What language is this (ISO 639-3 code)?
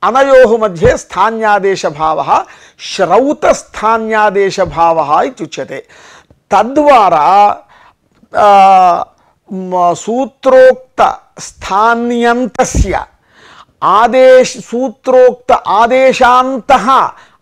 san